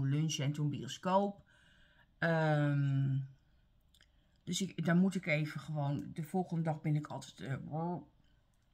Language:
Dutch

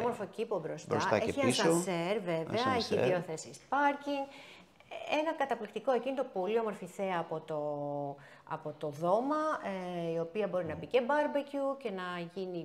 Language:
Greek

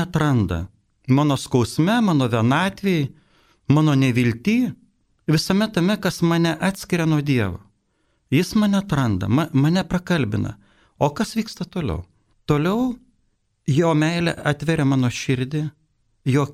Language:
Lithuanian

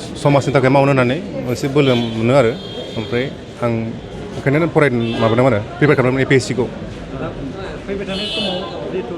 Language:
Bodo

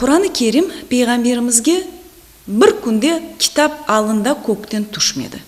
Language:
Crimean Tatar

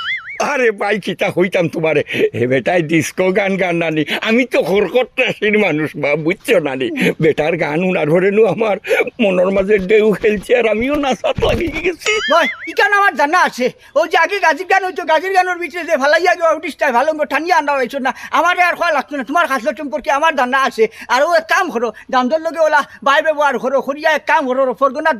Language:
Sylheti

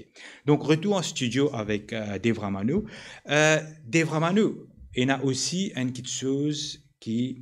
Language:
Morisyen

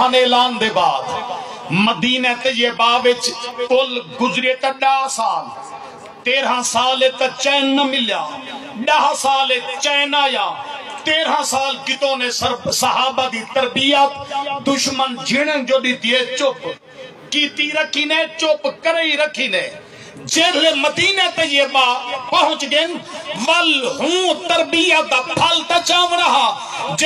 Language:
Saraiki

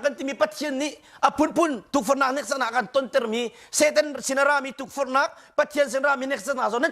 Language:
Hakha Chin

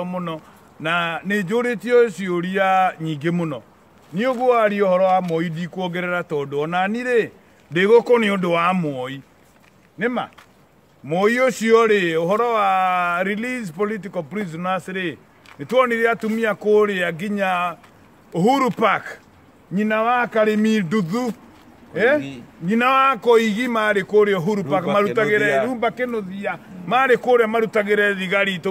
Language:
Kikuyu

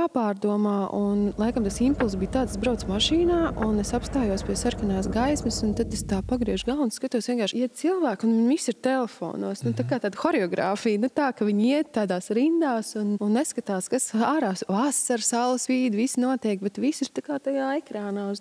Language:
Latvian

